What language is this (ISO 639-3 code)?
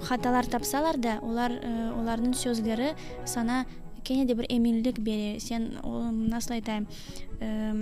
crh